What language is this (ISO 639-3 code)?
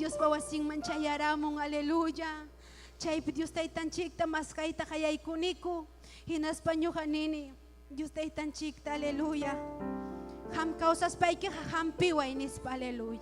quy